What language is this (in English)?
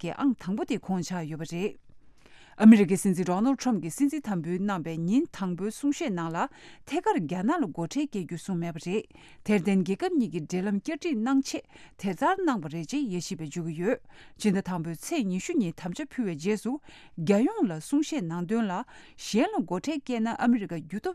Tibetan